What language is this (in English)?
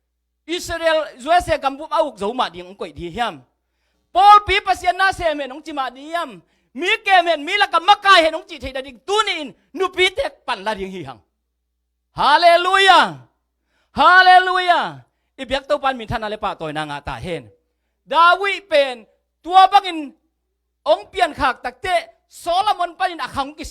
Tedim Chin